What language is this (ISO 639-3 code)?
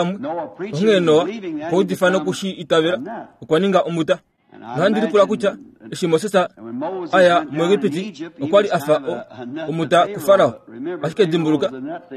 kua